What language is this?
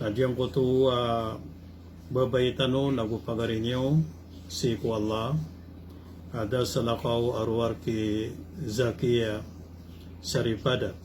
Maranao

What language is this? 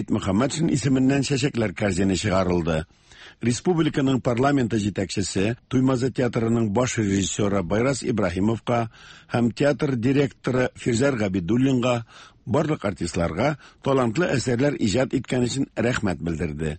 Tatar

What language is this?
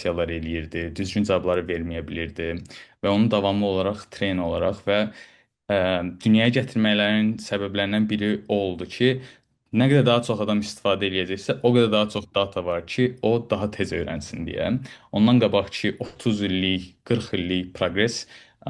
Azerbaijani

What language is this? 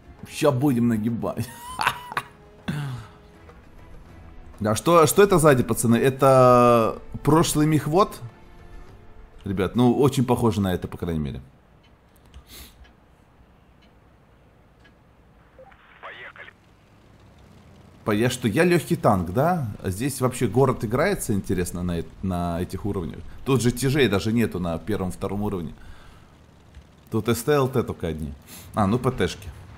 Russian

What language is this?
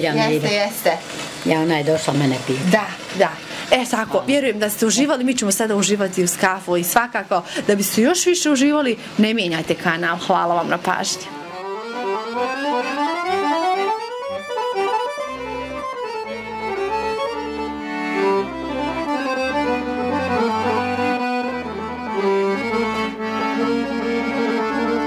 Bosnian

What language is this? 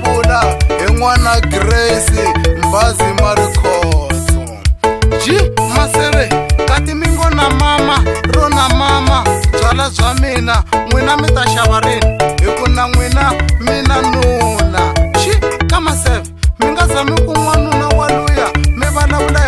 Tsonga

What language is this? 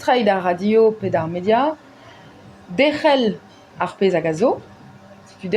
Breton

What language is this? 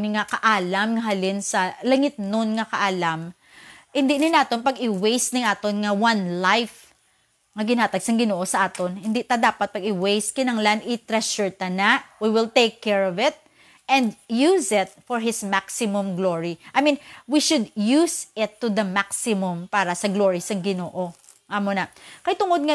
Hiligaynon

